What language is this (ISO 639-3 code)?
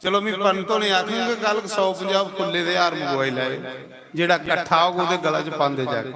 doi